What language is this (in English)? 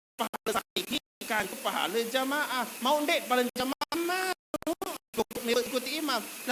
Sasak